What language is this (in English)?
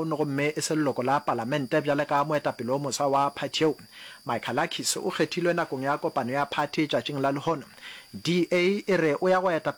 Northern Sotho